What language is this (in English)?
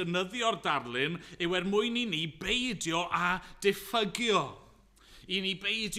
Welsh